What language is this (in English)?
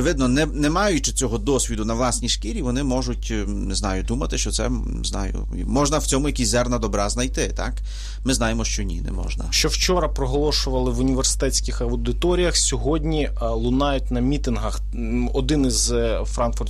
Ukrainian